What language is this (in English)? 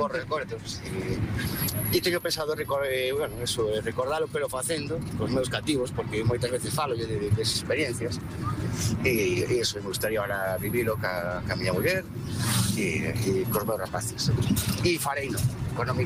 Galician